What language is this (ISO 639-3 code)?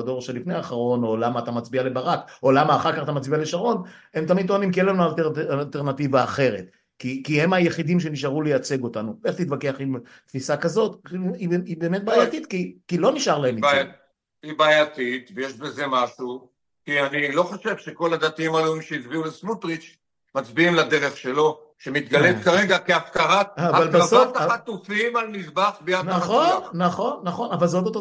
heb